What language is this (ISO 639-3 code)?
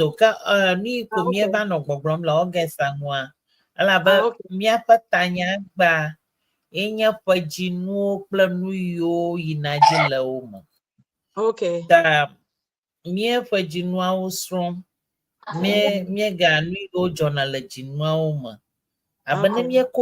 ewe